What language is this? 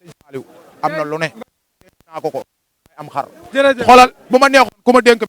Wolof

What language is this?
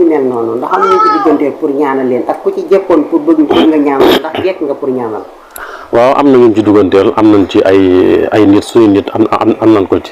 Wolof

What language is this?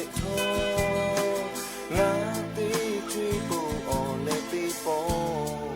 Lahu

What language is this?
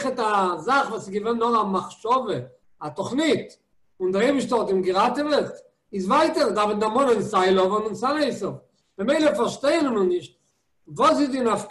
Yiddish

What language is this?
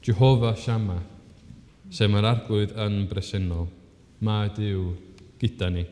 Welsh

